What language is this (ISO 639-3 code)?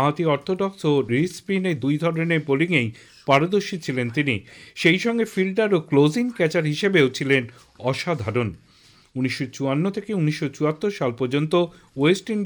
ben